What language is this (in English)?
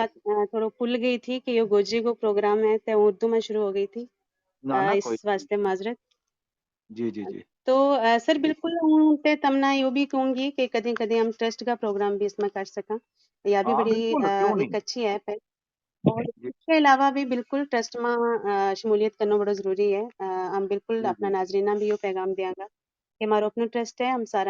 Gujari